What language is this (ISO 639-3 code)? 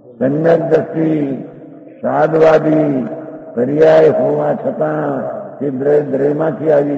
guj